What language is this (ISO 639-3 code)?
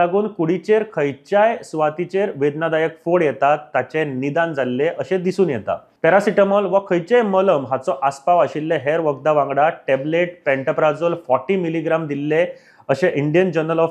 kok